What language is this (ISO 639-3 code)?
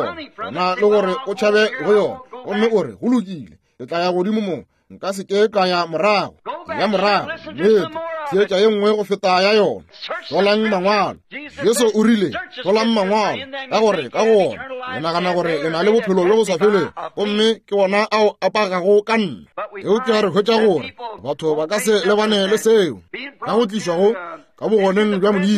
nso